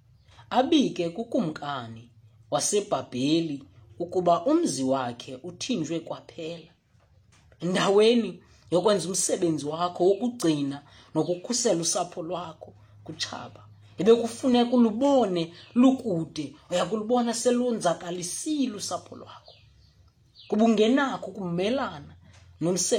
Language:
Xhosa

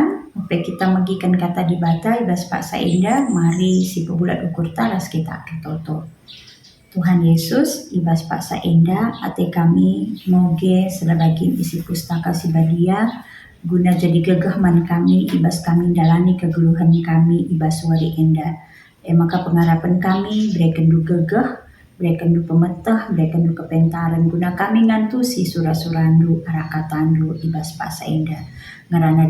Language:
Batak Karo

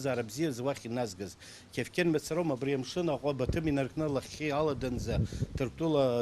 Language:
Abkhazian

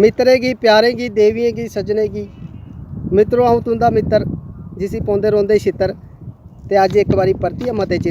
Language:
Dogri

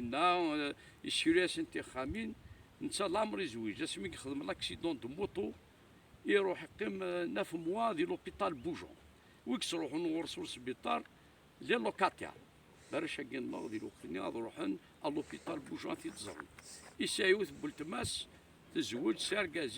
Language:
Kabyle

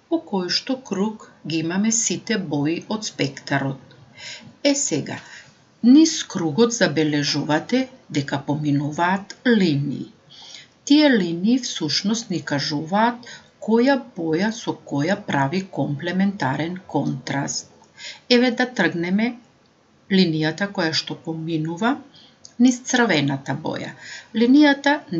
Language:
Macedonian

